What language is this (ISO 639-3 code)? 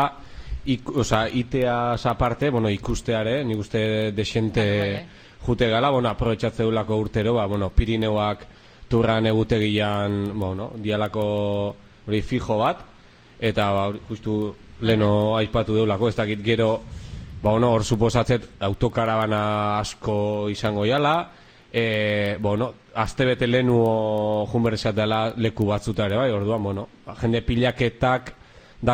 eus